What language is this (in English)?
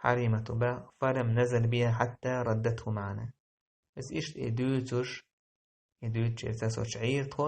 Chechen